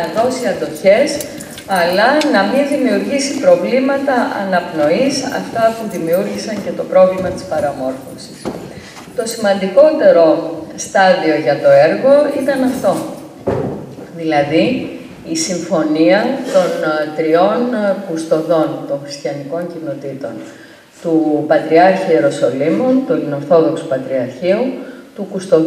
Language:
Greek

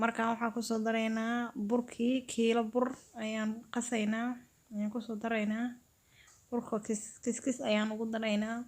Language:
Somali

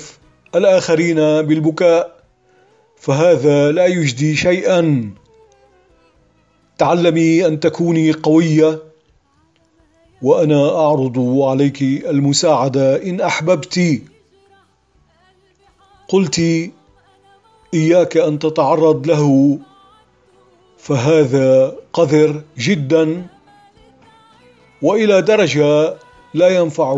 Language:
Arabic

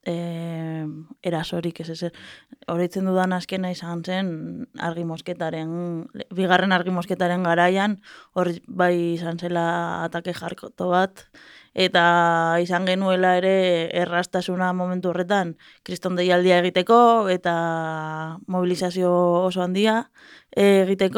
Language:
Basque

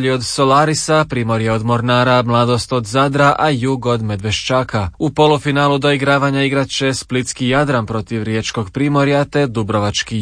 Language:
Croatian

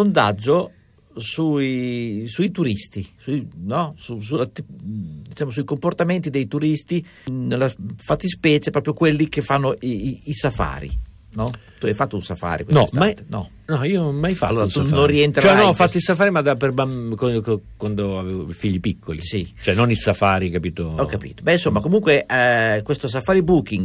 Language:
Italian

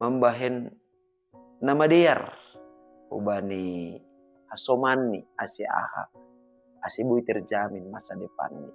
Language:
Batak Simalungun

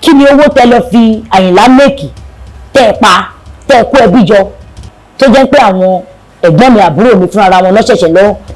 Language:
Yoruba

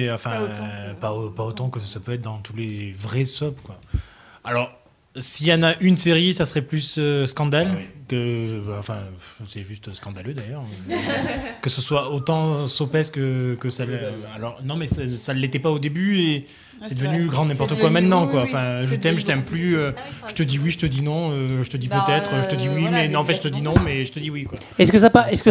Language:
French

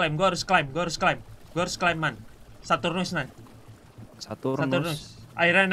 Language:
Indonesian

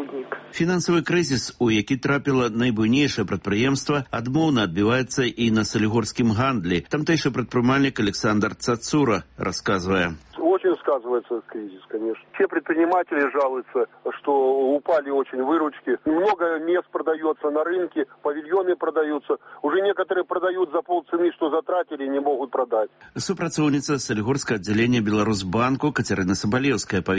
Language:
Belarusian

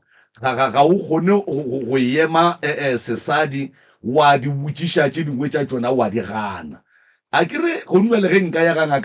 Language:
Northern Sotho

